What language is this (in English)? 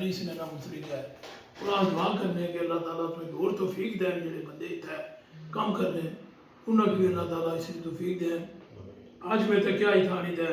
Pahari-Potwari